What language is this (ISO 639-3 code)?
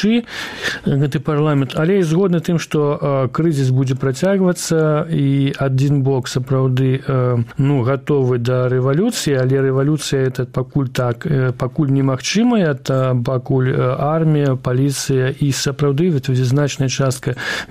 bel